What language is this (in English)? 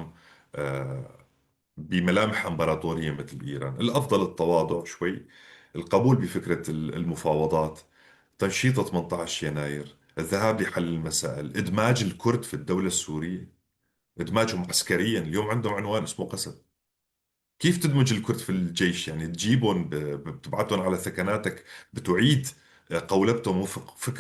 North Levantine Arabic